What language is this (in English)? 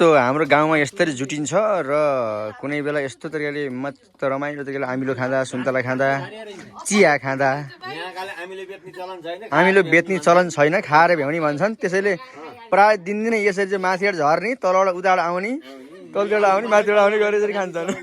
Nepali